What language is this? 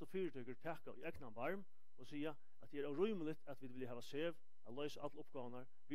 Faroese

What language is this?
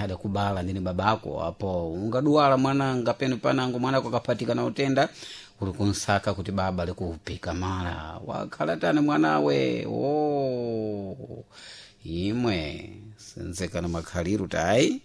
Sena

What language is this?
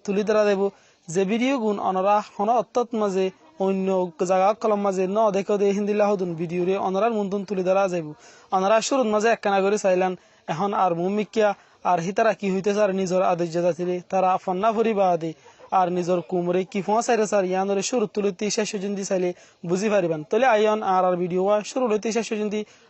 Rohingya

